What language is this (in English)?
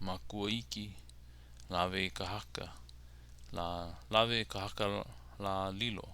Hawaiian